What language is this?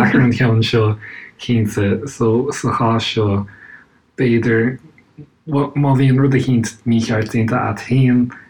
Irish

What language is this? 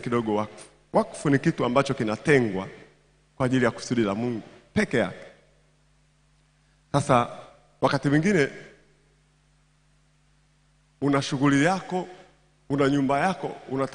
Swahili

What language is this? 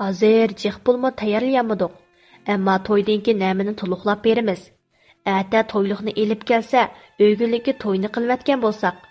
Uyghur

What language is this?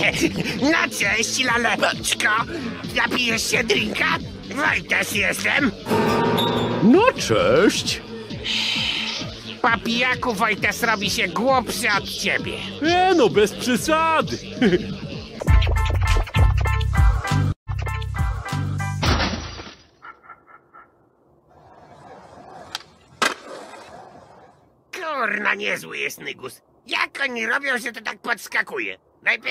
Polish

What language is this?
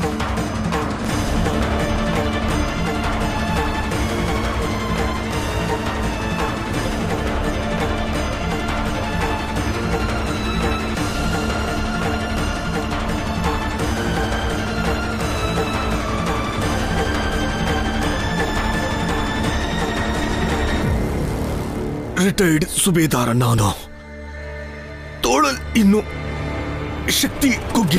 Kannada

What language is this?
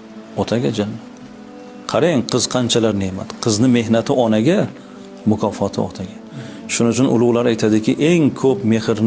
Uzbek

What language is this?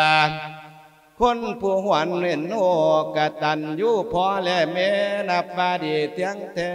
Lao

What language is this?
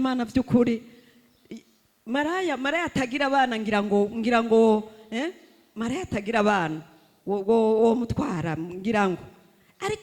Rundi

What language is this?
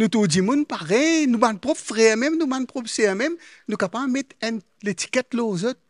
Morisyen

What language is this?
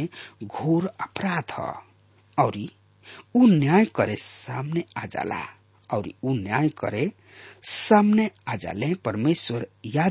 Bhojpuri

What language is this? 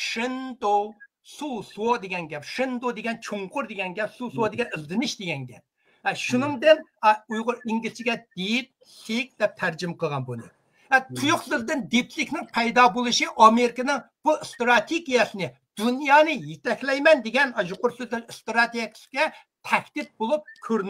Uyghur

